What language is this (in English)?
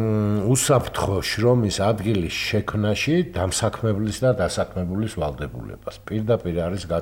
Georgian